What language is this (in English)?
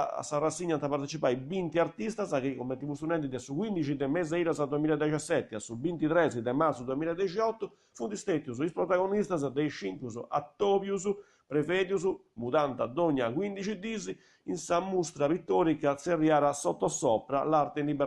Sardinian